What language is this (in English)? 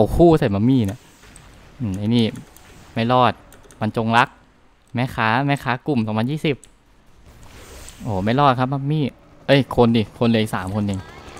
Thai